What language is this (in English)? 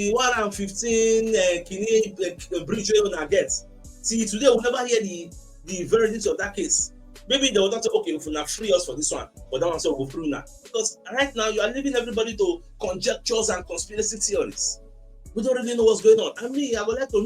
Nigerian Pidgin